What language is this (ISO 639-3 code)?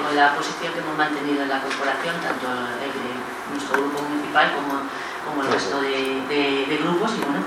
spa